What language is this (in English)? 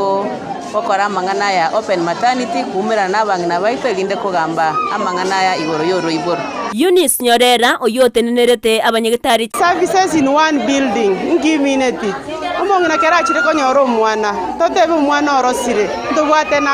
Gusii